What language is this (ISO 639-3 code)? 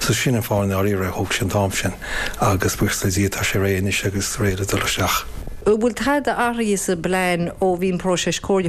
gle